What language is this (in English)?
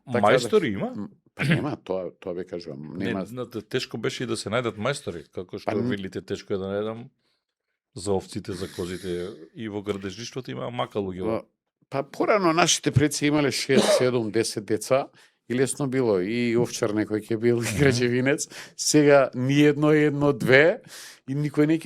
Macedonian